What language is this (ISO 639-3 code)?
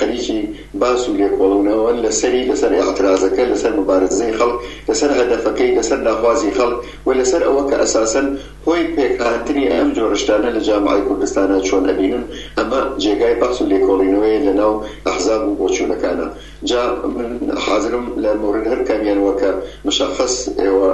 ckb